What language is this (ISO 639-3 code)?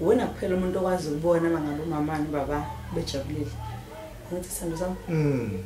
zul